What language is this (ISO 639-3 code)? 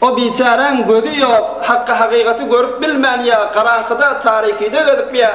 tuk